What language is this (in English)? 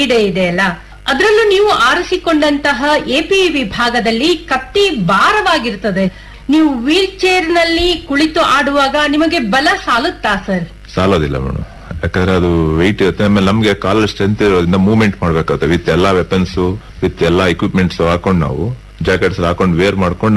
Kannada